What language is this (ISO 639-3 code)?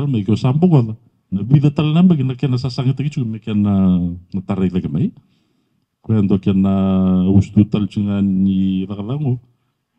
fij